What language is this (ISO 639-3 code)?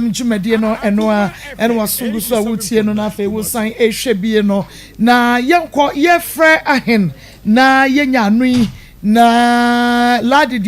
aka